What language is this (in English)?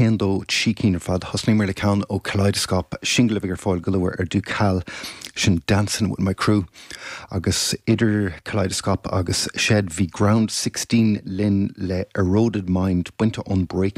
Irish